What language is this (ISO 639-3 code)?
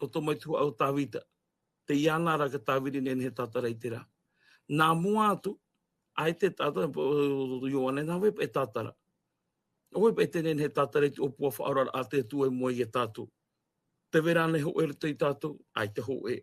tah